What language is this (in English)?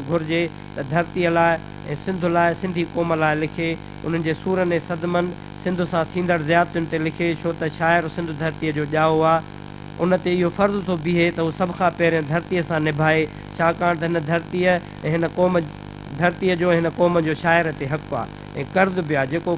Sindhi